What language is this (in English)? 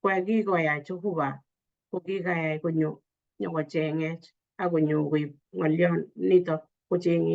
Kalenjin